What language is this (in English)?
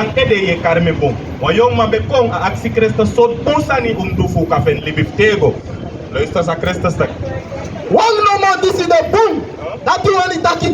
Sranan Tongo